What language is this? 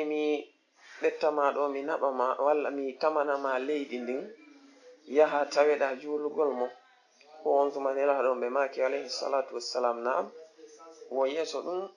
Fula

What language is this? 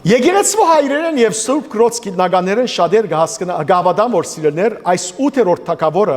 Western Armenian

